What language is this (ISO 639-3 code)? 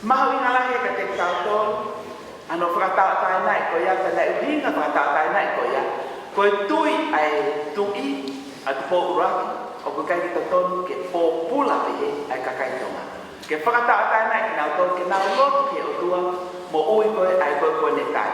ton